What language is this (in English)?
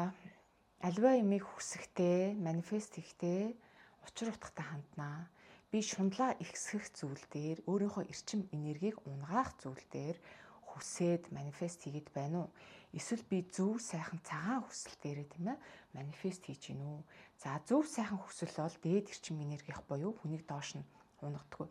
Mongolian